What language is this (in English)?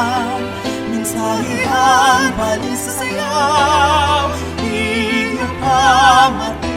Waray